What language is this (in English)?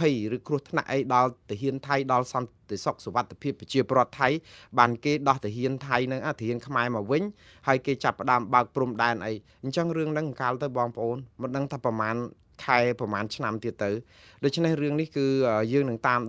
Khmer